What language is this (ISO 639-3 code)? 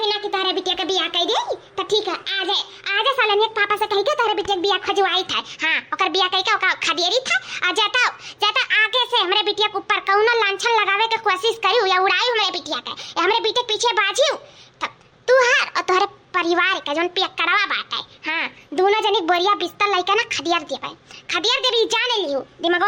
awa